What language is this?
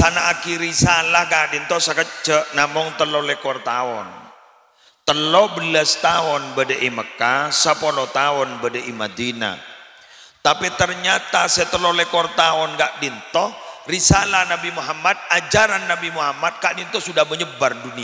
Madurese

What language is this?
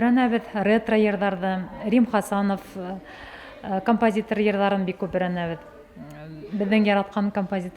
Bashkir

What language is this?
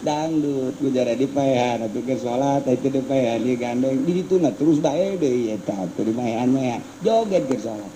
Sundanese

